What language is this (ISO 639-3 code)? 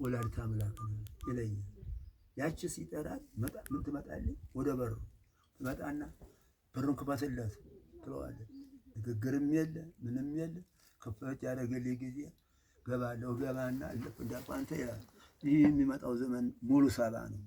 amh